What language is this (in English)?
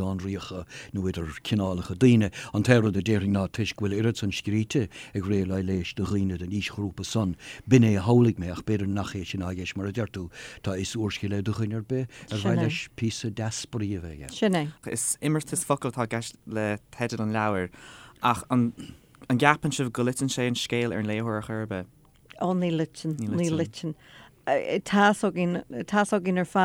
Irish